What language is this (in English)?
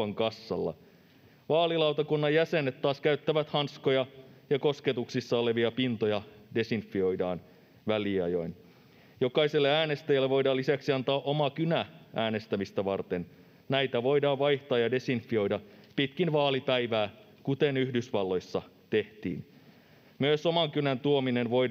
Finnish